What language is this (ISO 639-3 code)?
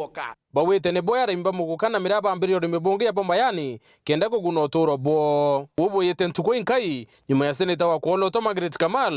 mer